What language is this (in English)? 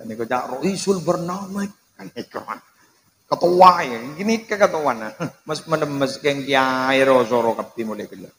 Madurese